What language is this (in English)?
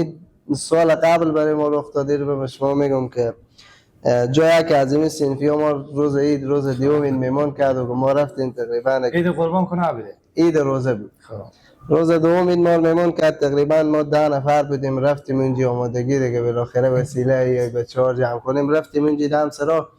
Persian